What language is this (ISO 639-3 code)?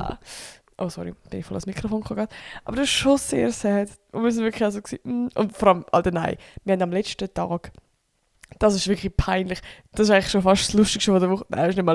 gsw